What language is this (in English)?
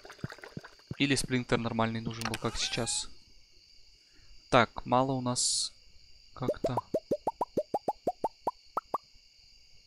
Russian